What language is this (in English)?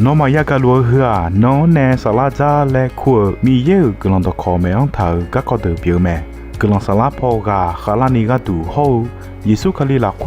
Akha